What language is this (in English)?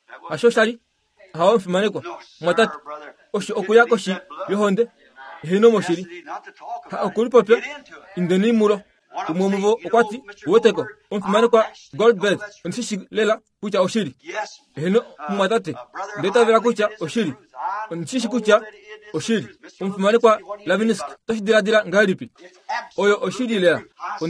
Kuanyama